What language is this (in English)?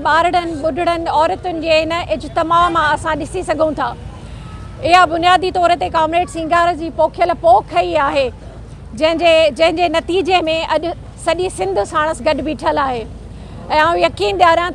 Sindhi